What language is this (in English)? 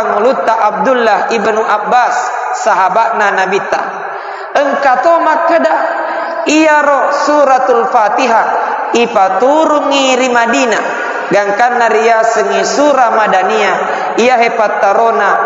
Buginese